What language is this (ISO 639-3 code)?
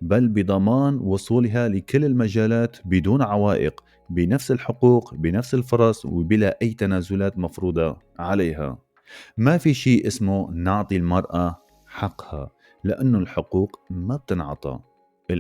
apc